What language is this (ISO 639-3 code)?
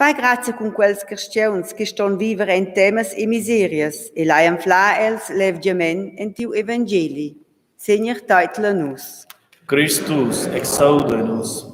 roh